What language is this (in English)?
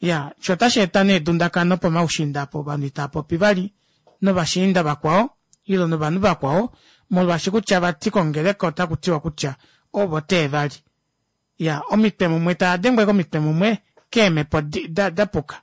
Kuanyama